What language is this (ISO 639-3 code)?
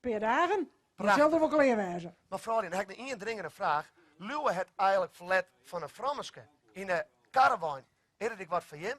fry